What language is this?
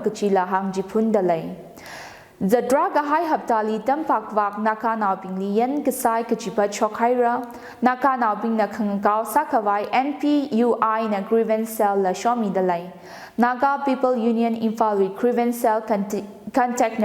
Tangkhul Naga (India)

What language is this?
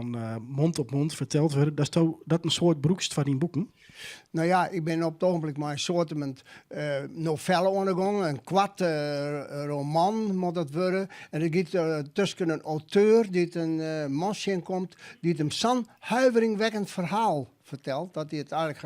Western Frisian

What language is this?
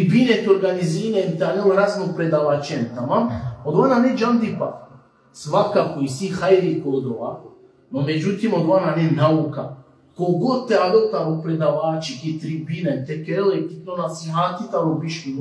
Balkan Romani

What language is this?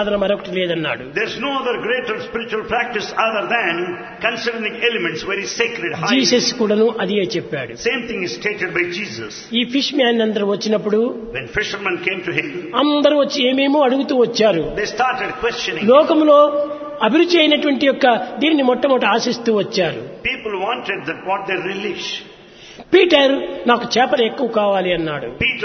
Telugu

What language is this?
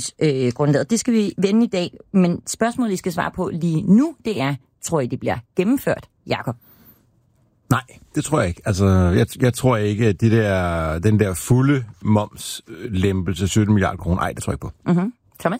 Danish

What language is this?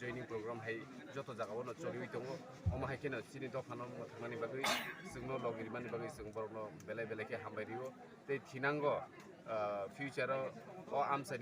Kok Borok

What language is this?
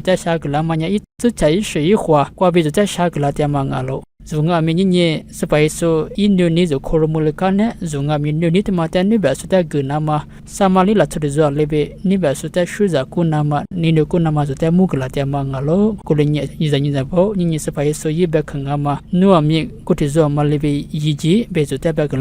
Lisu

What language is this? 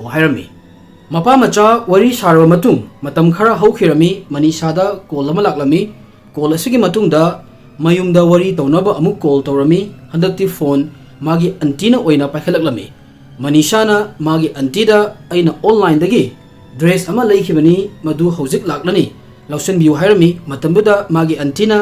Manipuri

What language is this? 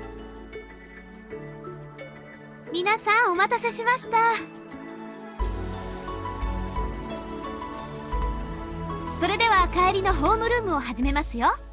Japanese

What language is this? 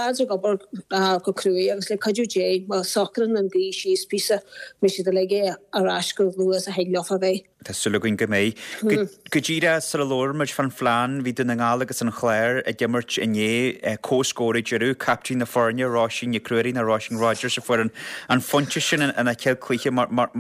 Irish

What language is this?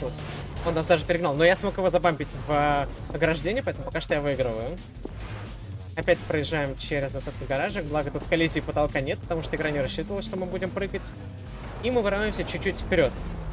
Russian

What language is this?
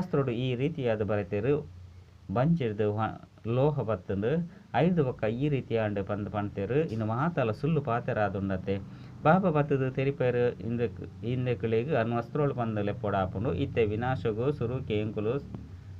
Tulu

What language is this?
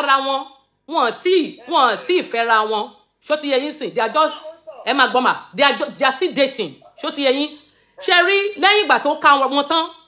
Yoruba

